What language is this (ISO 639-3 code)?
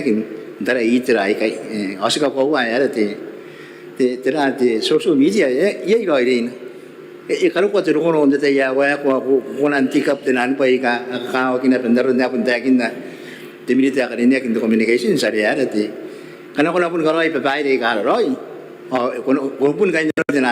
gil